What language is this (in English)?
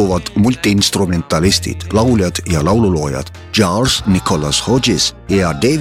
Estonian